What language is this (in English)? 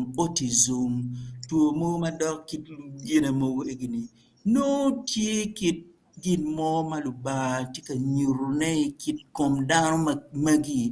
Acoli